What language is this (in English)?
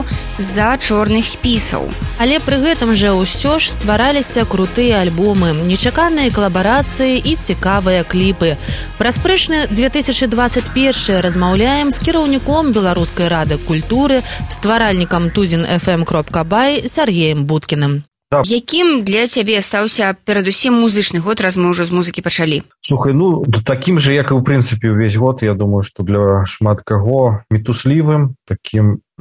Belarusian